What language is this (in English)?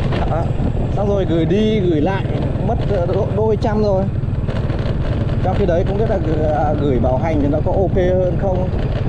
Vietnamese